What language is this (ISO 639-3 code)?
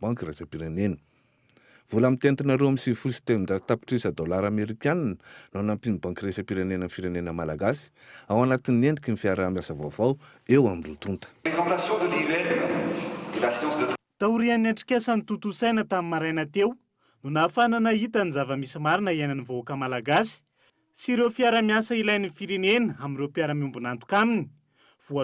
mlg